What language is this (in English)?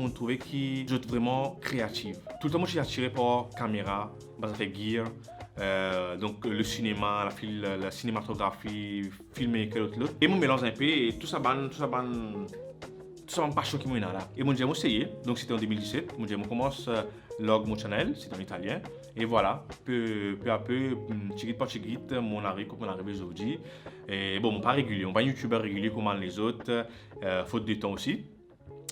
Morisyen